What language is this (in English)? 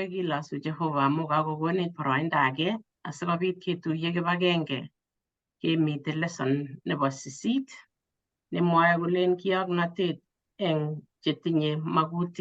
Kalenjin